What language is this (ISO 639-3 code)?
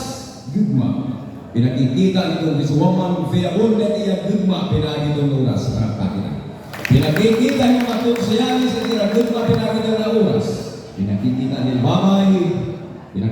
war